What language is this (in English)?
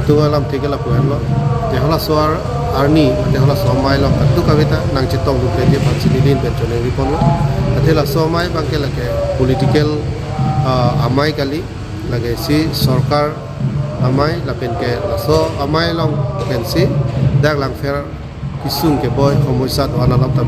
Karbi